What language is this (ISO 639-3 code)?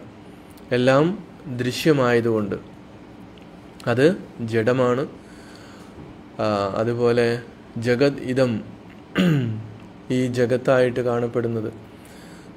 mal